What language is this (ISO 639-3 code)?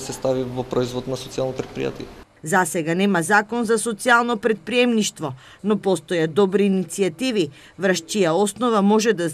mkd